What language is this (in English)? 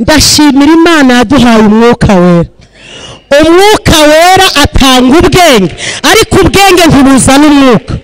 Kinyarwanda